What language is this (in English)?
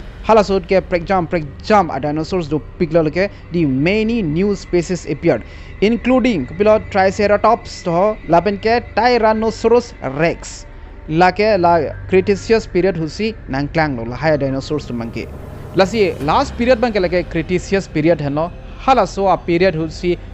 Karbi